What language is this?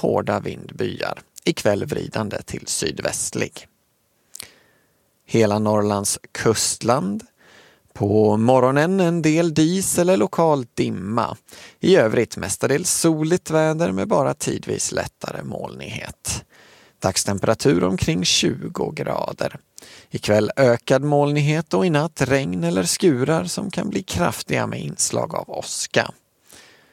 Swedish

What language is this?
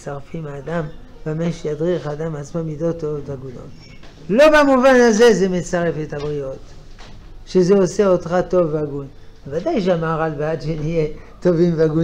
Hebrew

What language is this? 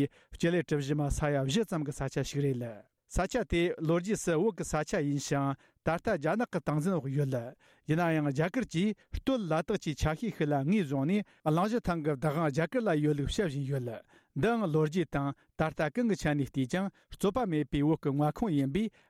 Tibetan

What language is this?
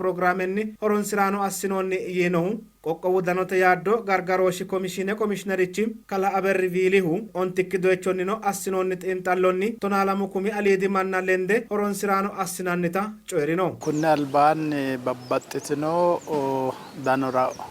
Sidamo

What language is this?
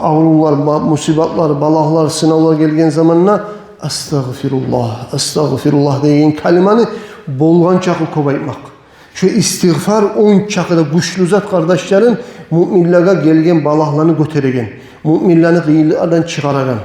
Kumyk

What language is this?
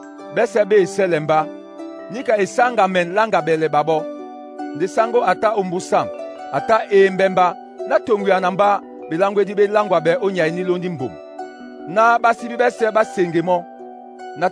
Duala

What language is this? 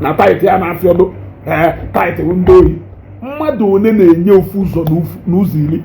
Igbo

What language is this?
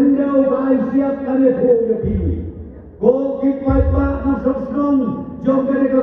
Khasi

